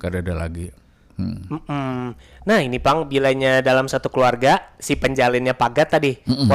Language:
Banjar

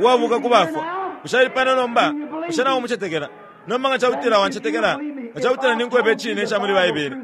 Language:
Bemba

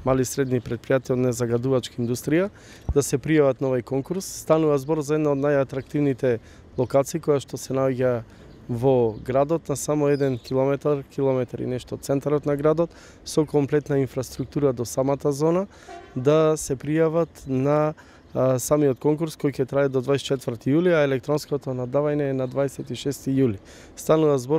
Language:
Macedonian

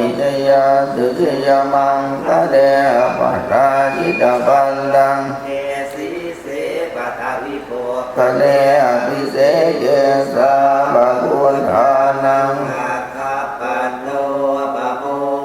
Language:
Pali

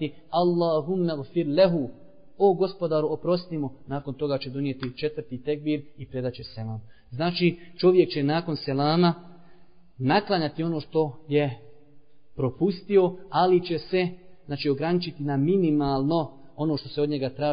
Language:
Bosnian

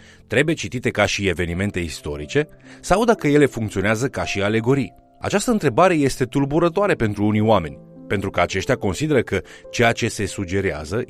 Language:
Romanian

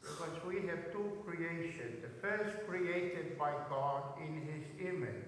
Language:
Tongan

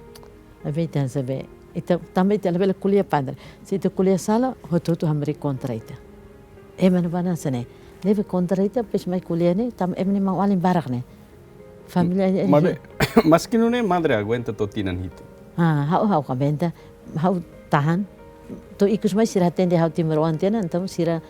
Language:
Tetum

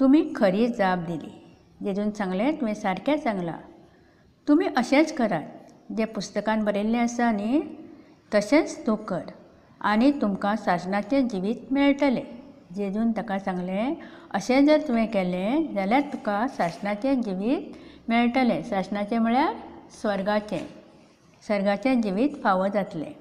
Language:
Konkani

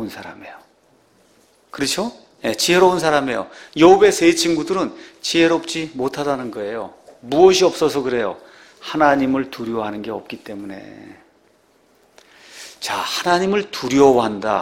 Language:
Korean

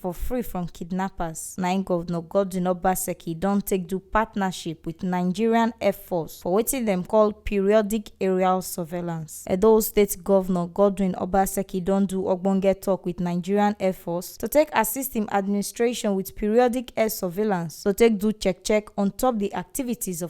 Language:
Nigerian Pidgin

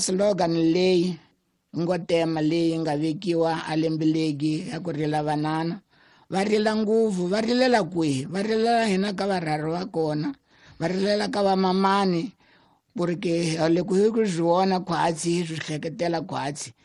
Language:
Tsonga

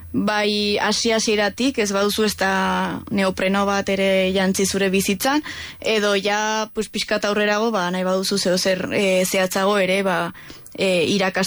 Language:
Basque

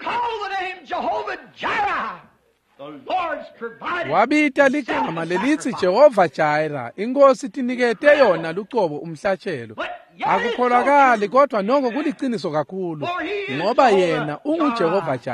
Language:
Swati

